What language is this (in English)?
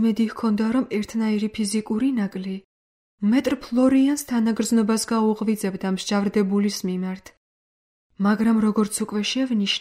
Georgian